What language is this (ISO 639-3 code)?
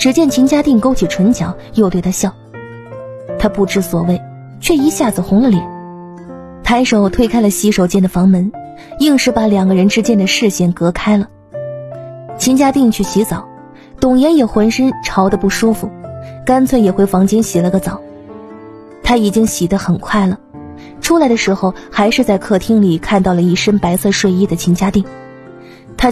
zho